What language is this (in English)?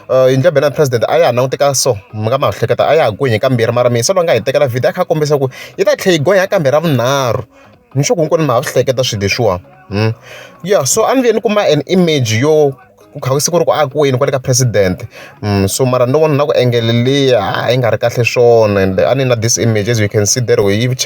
Tsonga